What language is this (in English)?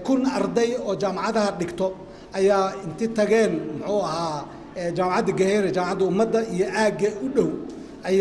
Somali